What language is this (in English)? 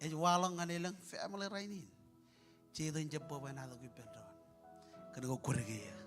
Marshallese